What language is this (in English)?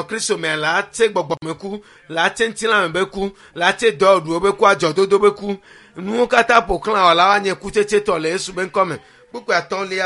Ewe